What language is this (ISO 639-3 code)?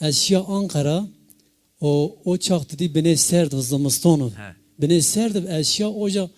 zza